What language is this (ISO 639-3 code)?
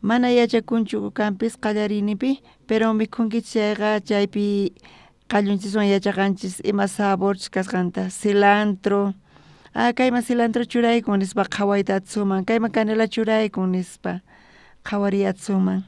quh